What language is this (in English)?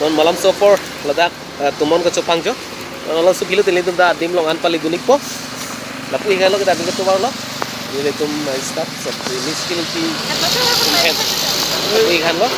Karbi